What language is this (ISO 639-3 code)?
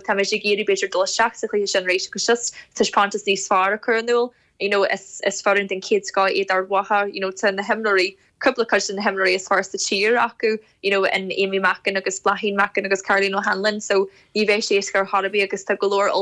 gle